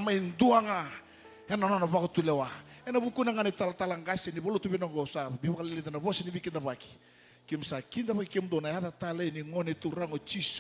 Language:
Fijian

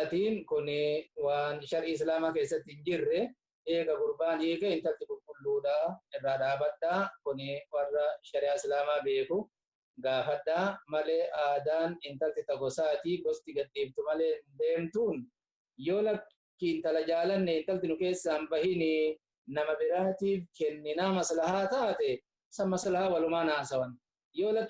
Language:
Oromo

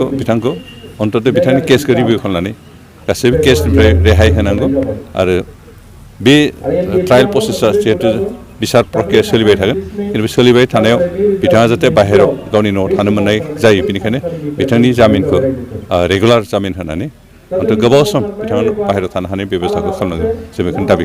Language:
Bodo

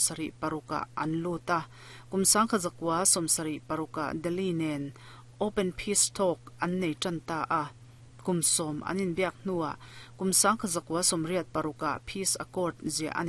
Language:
Mizo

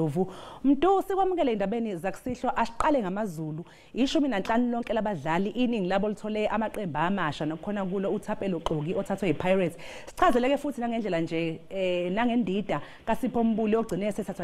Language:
Zulu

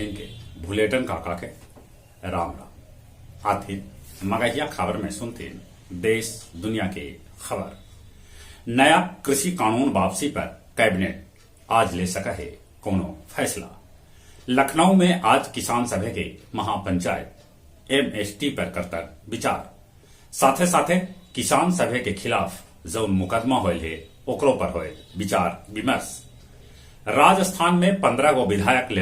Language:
Magahi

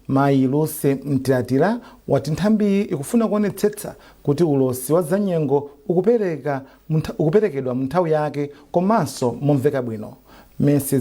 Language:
Nyanja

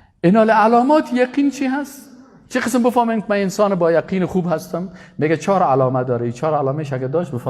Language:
Persian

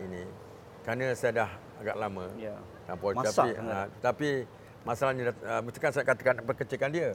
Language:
Malay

